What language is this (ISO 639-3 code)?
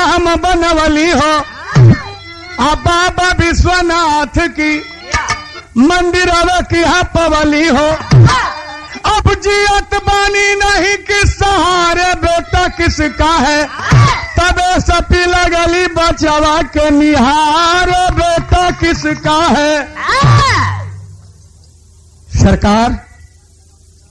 bho